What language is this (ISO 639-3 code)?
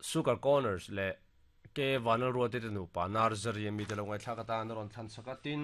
lus